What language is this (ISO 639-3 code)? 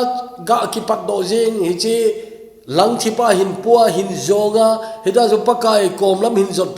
tcz